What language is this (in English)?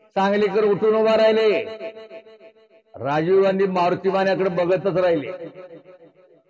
Marathi